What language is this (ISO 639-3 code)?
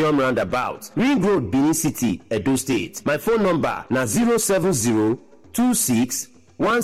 pcm